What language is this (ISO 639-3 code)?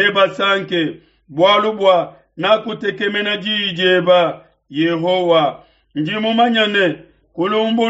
lua